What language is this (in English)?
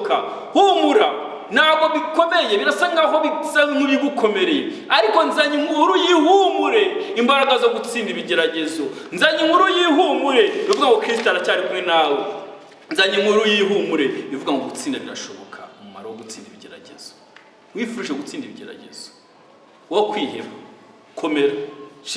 Kinyarwanda